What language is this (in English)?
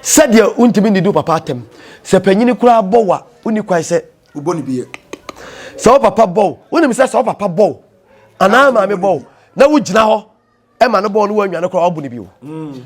Akan